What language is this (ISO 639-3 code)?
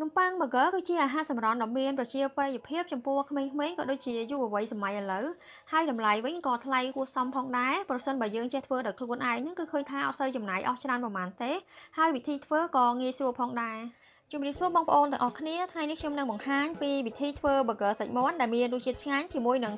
khm